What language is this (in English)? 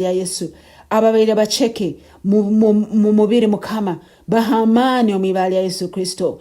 Nyankole